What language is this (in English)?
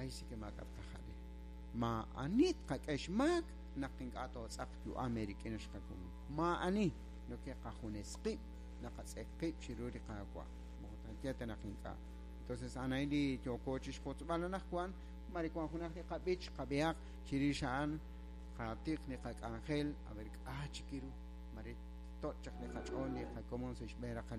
Kekchí